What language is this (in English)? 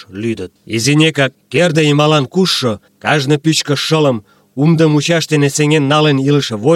Mari